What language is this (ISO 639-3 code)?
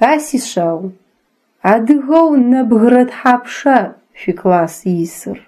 ady